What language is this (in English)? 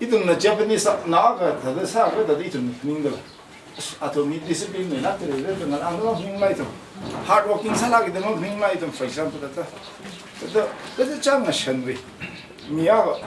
Tangkhul Naga (India)